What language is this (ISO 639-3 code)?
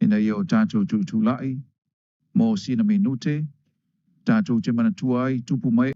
smo